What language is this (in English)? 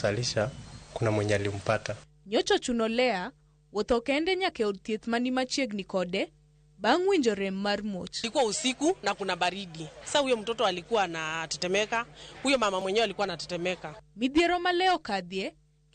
Luo (Kenya and Tanzania)